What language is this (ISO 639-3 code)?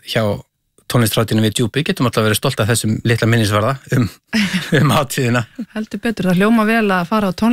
isl